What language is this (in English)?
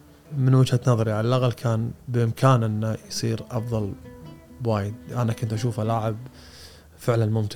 Gulf Arabic